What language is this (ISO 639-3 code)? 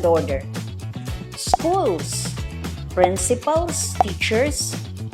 war